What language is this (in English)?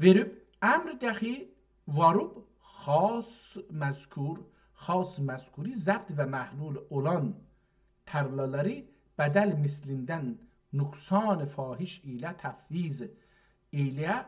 South Azerbaijani